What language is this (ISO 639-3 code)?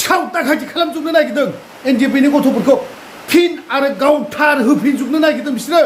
brx